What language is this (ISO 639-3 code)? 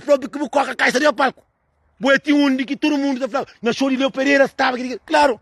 kea